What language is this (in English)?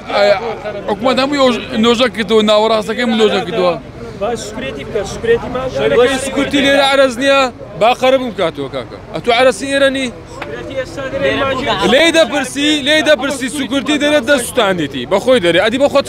Central Kurdish